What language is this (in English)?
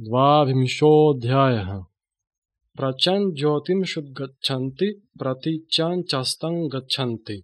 Sanskrit